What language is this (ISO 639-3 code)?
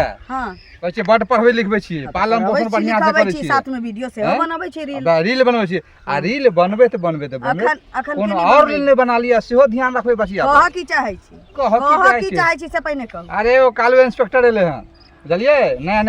mai